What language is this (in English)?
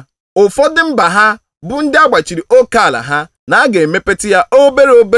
Igbo